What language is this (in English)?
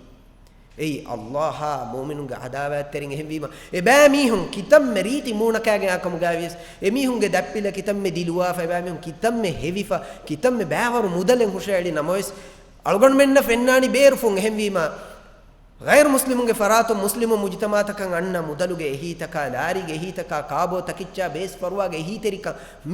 Divehi